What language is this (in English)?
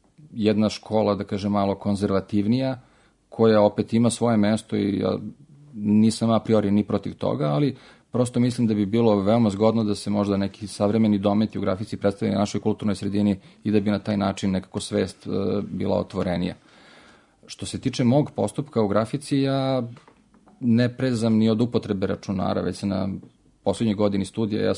Serbian